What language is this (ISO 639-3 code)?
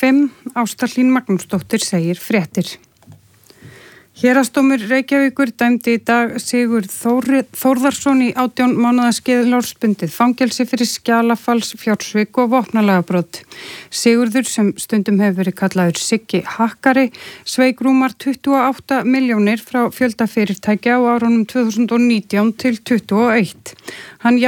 isl